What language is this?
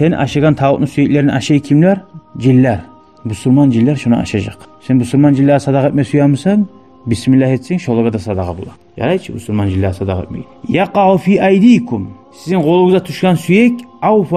Kumyk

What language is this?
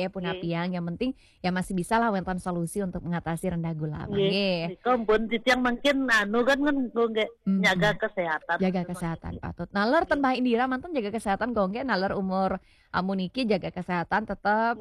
Balinese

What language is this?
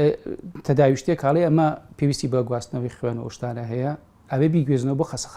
Central Kurdish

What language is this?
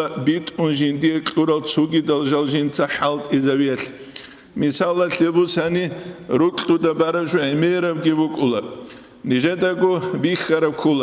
Avaric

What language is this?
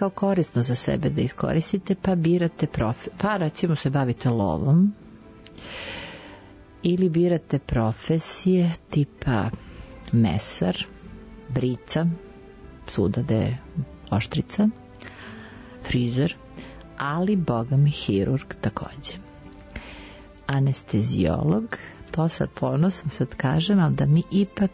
Serbian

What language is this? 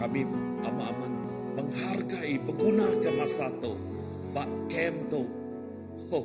Iban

